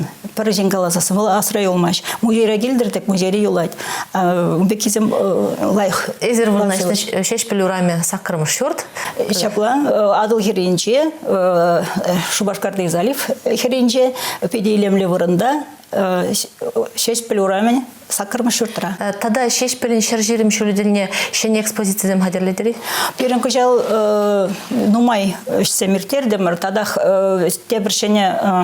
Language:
Chuvash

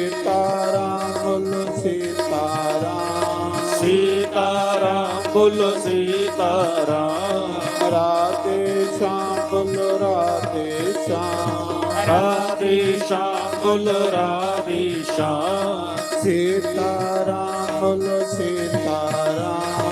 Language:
Dogri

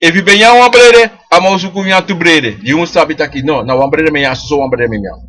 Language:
Sranan Tongo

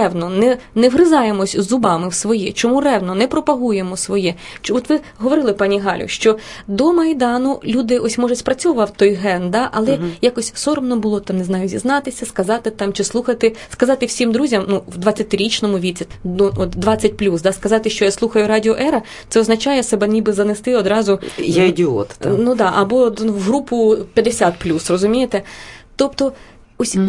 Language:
Ukrainian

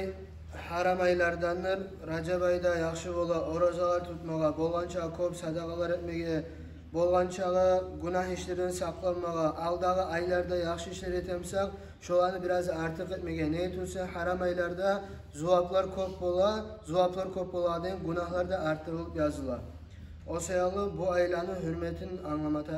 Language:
Kumyk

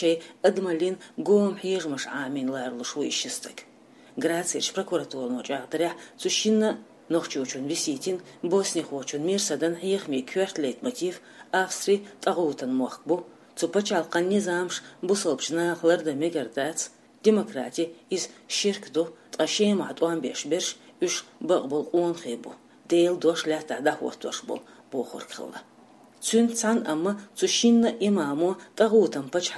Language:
Chechen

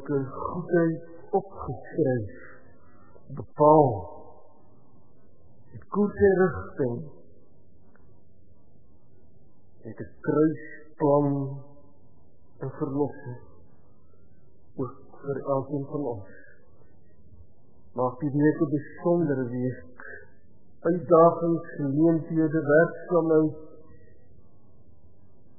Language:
Afrikaans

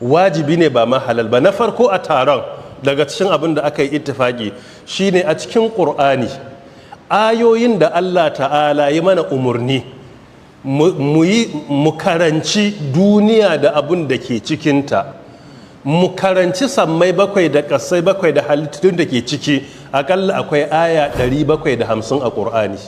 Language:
Hausa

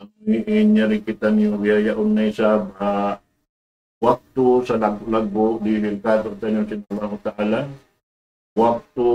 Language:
Tausug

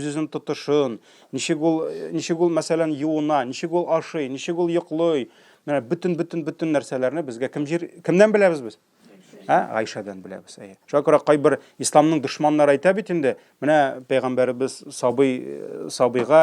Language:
Tatar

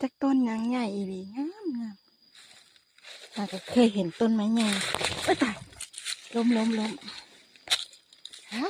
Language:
Lao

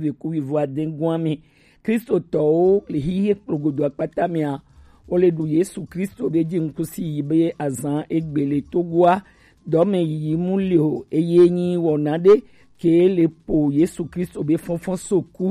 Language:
Gen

